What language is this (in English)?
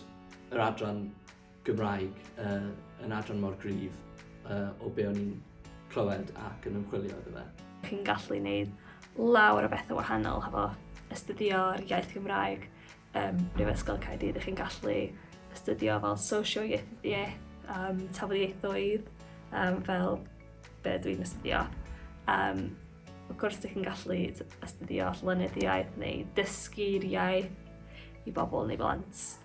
Welsh